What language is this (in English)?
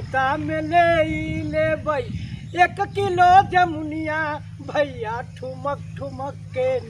Magahi